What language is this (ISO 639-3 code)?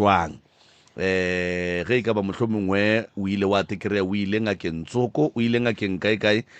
nso